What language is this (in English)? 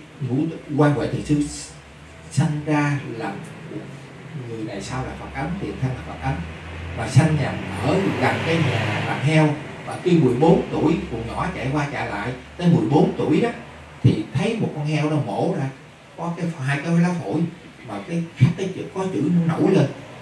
Vietnamese